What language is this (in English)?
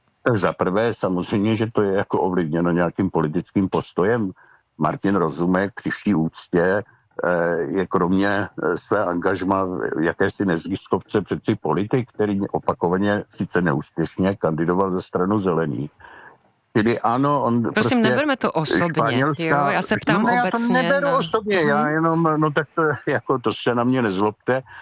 Czech